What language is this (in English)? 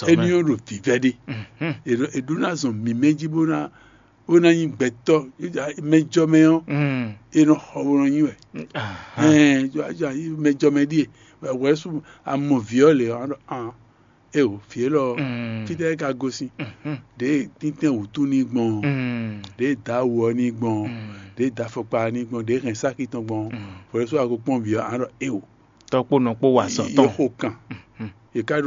Fon